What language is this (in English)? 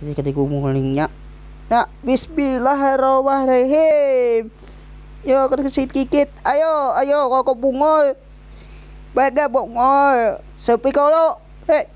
Banjar